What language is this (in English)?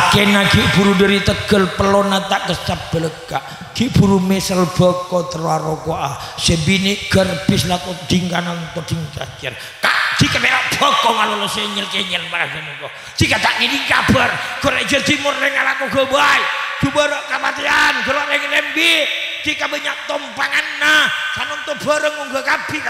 Madurese